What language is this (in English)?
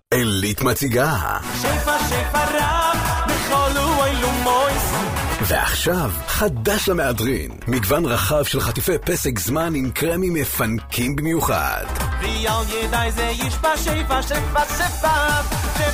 Hebrew